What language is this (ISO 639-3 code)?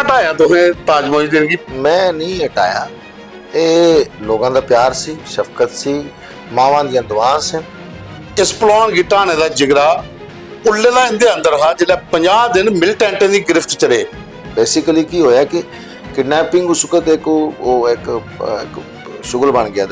doi